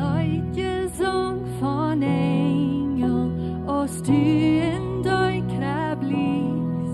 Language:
Plautdietsch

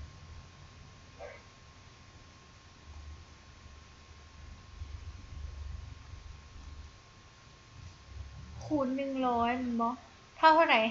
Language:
Lao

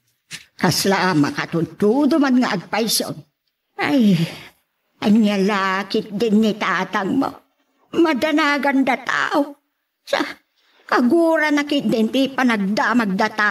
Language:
Iloko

